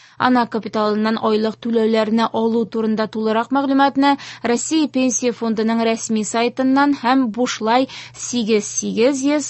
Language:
Tatar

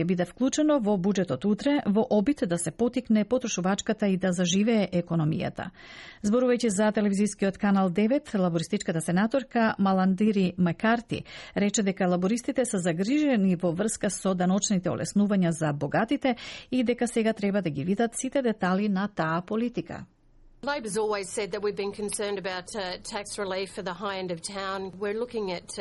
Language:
Macedonian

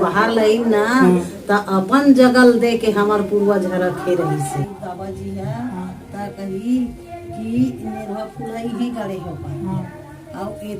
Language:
Chhattisgarhi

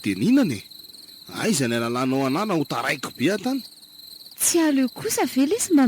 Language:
Malagasy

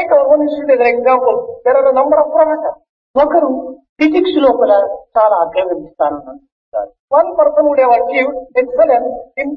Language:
Telugu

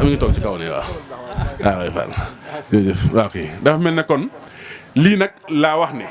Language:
Wolof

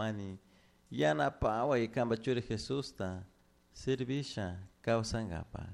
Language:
Chimborazo Highland Quichua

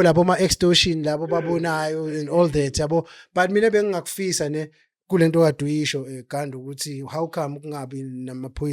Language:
Zulu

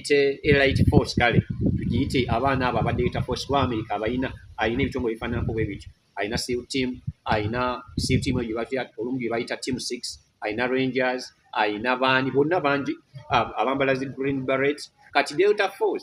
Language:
Ganda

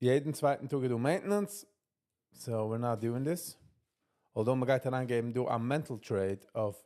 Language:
Yiddish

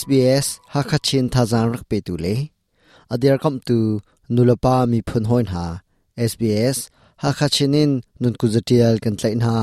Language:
Hakha Chin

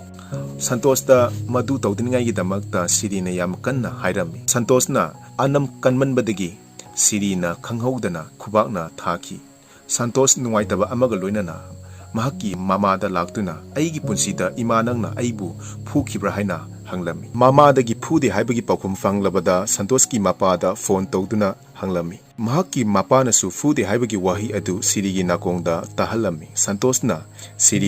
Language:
Manipuri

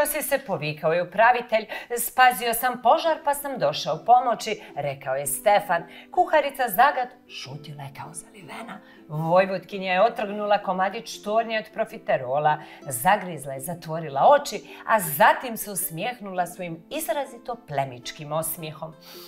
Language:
Croatian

